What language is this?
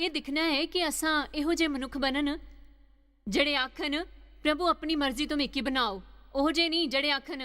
Dogri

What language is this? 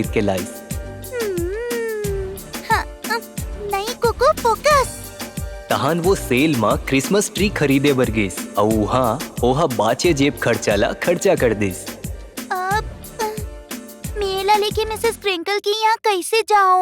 Chhattisgarhi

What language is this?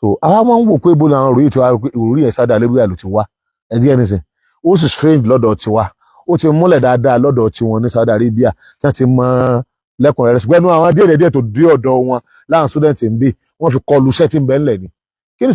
Yoruba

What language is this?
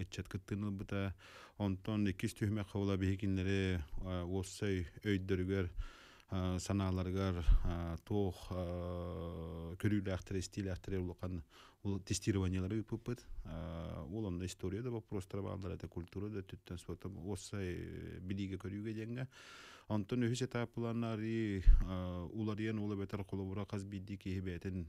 Yakut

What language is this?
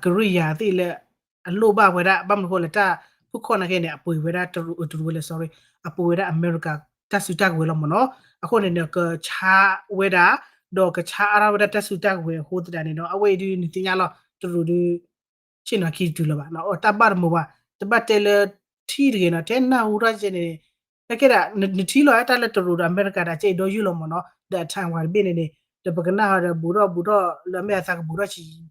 S'gaw Karen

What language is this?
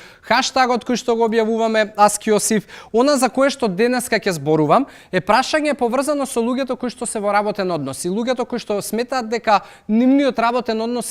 Macedonian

